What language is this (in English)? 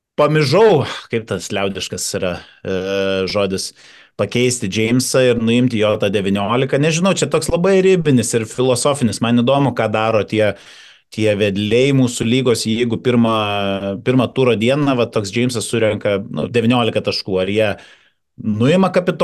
Lithuanian